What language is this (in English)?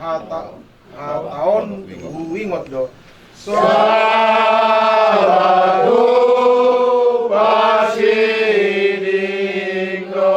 Batak Toba